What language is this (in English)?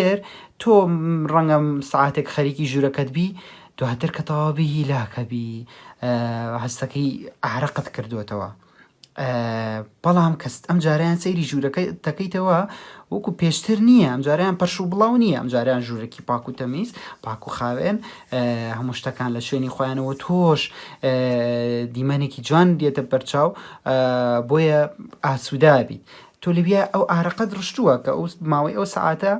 Central Kurdish